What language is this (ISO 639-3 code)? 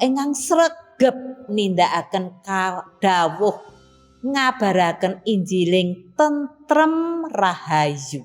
jav